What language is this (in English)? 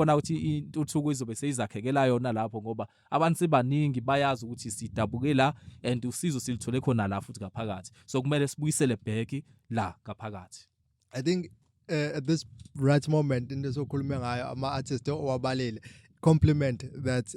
Zulu